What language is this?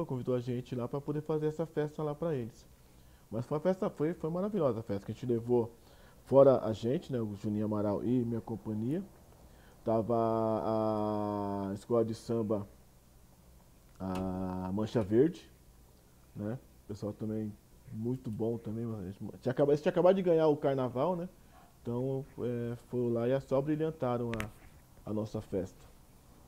Portuguese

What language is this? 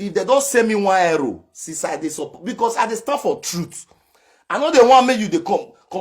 Nigerian Pidgin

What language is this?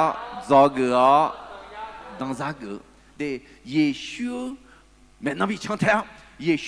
Akha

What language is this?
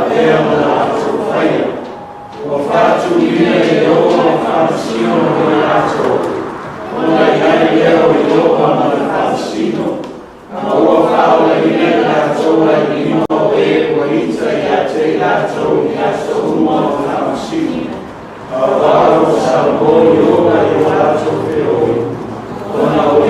Samoan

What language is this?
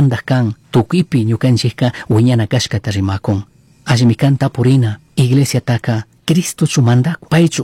Chimborazo Highland Quichua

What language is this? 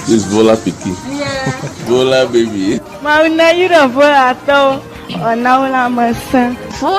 Ewe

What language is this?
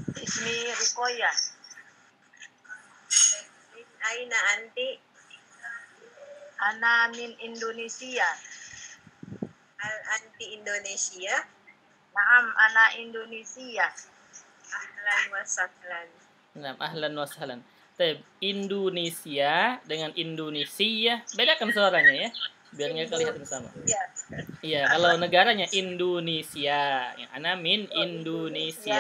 Indonesian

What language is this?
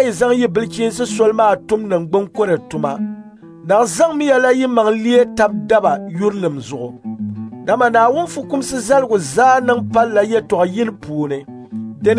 Dagbani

